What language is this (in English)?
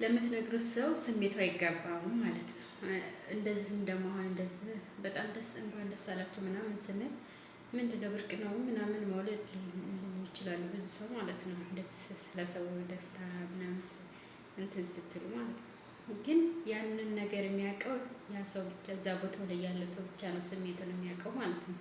Amharic